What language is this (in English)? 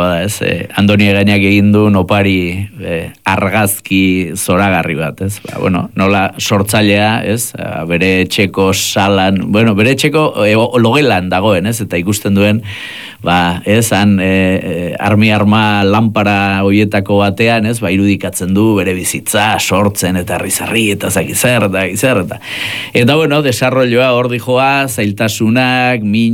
Basque